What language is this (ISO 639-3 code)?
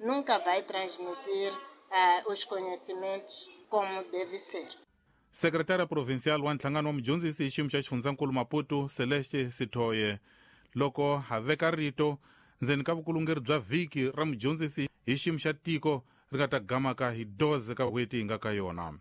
tso